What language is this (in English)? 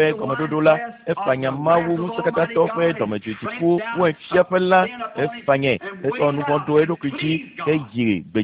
Ewe